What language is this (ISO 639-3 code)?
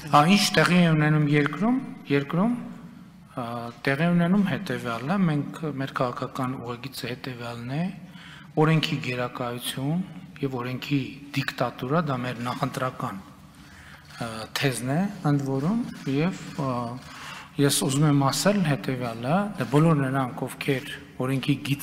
hye